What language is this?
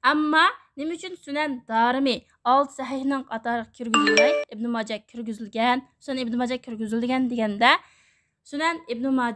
Uyghur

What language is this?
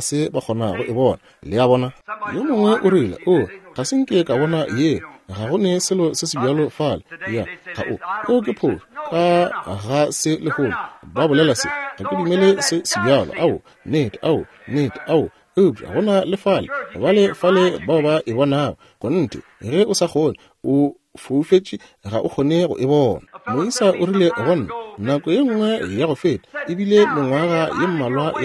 Northern Sotho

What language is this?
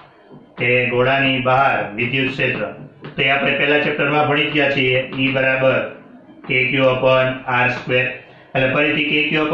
Gujarati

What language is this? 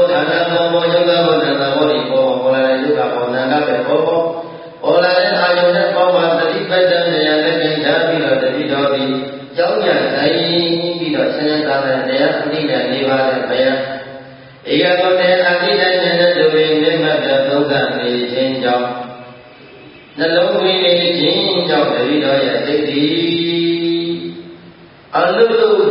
Burmese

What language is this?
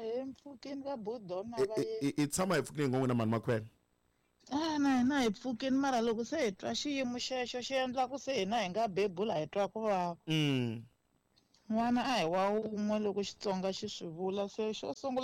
Tsonga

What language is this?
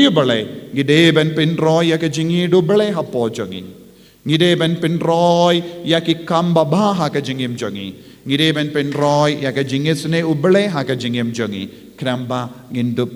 Khasi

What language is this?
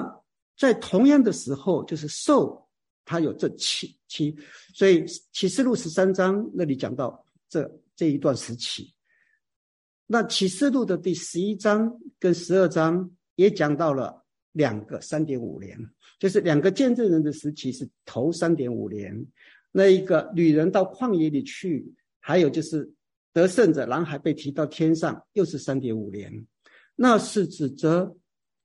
Chinese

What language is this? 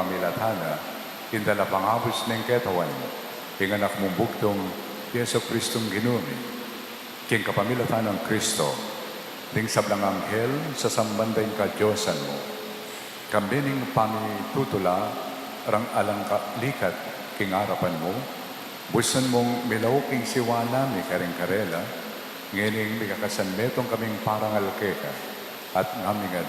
Pampanga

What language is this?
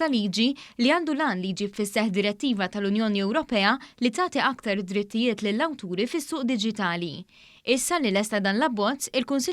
Maltese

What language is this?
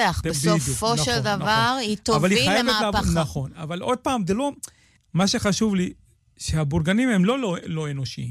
Hebrew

